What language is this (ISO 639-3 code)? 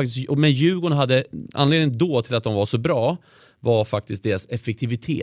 swe